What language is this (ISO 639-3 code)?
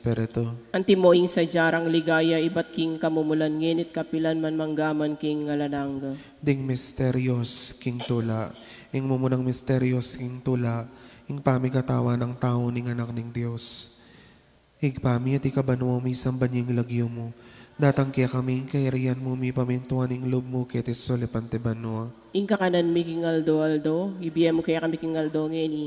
pam